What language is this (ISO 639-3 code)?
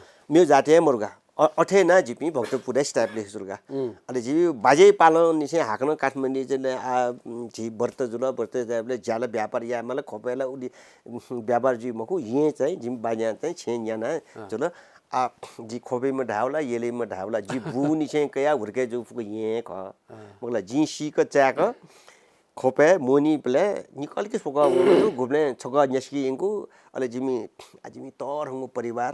new